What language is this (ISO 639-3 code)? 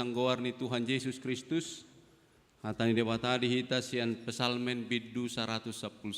bbc